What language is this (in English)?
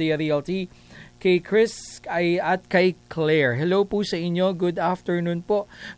Filipino